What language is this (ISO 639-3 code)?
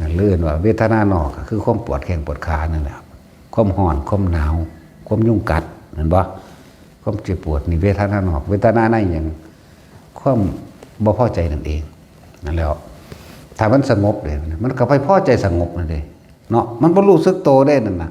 tts